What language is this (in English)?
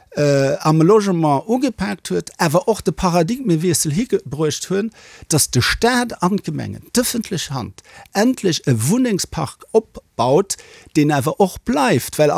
Luxembourgish